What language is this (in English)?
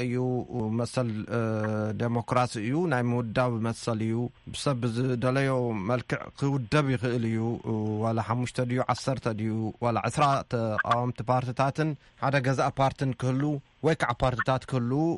Tigrinya